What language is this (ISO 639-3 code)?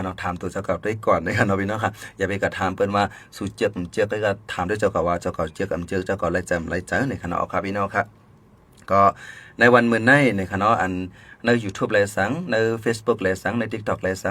shn